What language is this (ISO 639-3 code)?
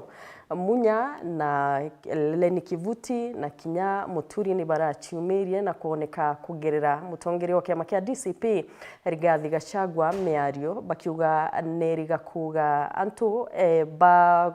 mer